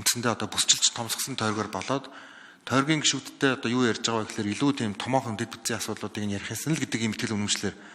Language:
Mongolian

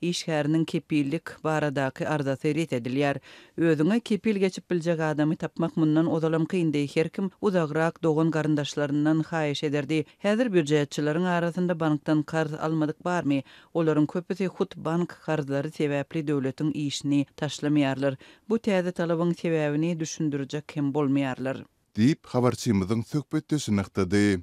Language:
Turkmen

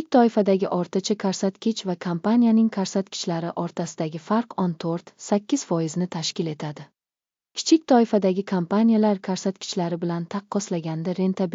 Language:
Uzbek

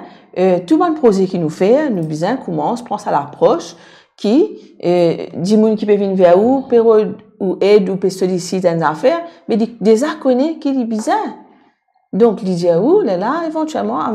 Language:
Morisyen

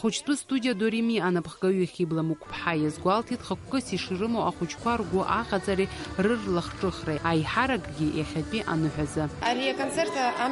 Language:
Abkhazian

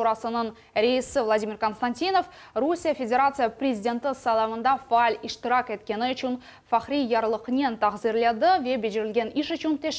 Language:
Crimean Tatar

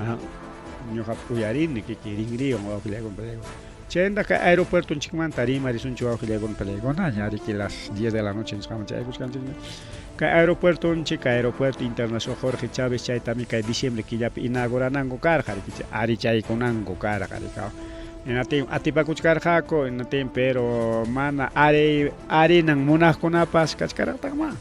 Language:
Ayacucho Quechua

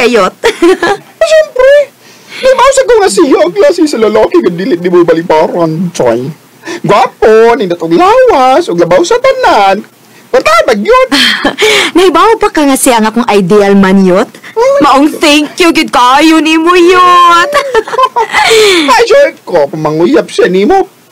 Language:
Cebuano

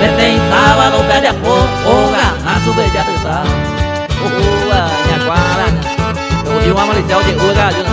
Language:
Guarani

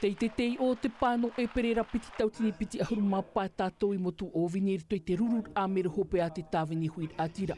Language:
Tahitian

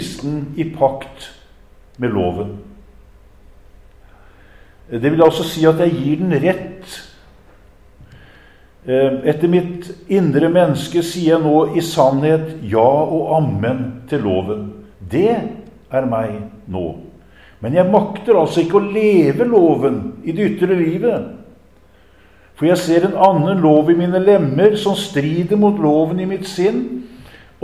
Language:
Norwegian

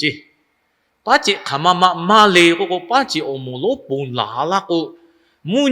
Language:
Lahu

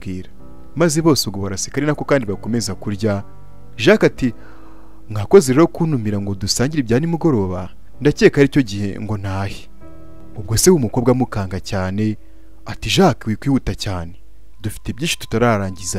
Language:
Kinyarwanda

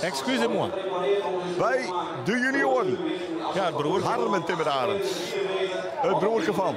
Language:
Western Frisian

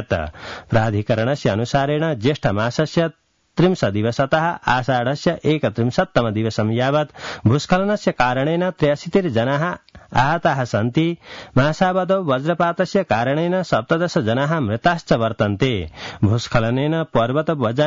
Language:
Sanskrit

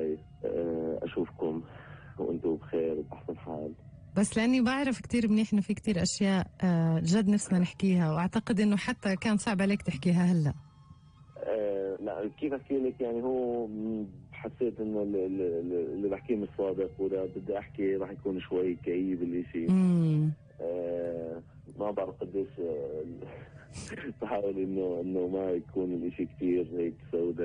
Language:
North Levantine Arabic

